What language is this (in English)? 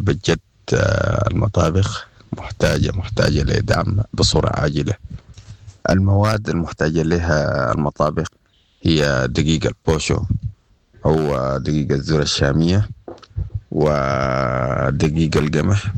Sudanese Arabic